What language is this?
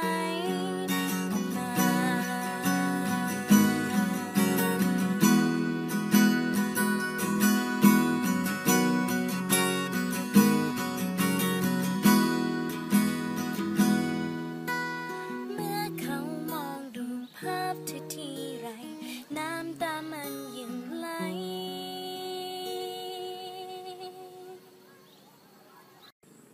Thai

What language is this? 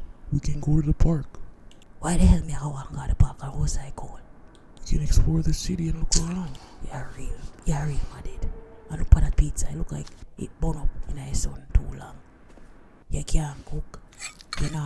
Jamaican Creole English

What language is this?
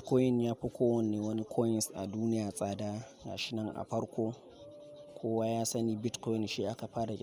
Hausa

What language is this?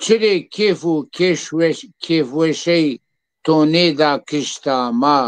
Zaza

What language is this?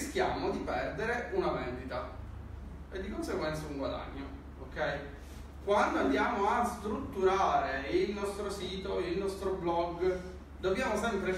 Italian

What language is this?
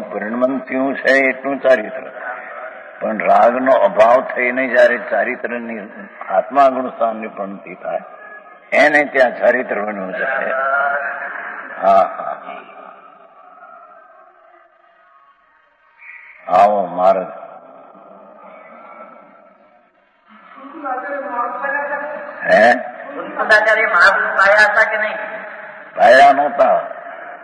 Gujarati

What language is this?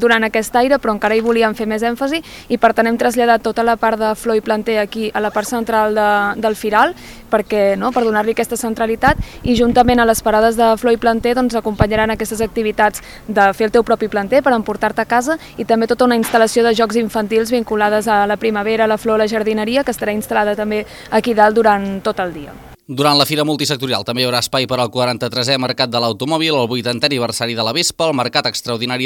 Catalan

